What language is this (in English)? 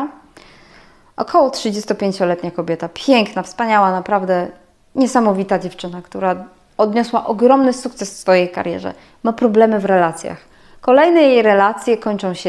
Polish